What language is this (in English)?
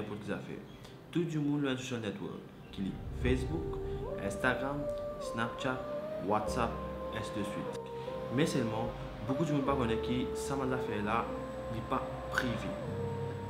Morisyen